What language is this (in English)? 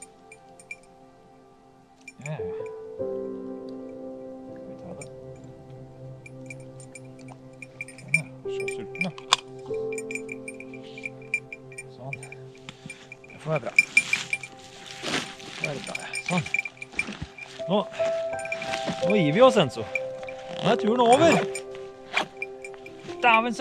Norwegian